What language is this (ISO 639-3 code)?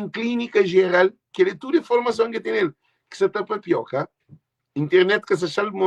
kea